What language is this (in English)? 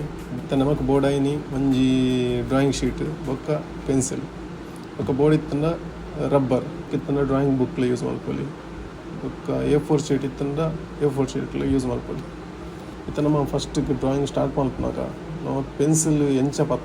Tulu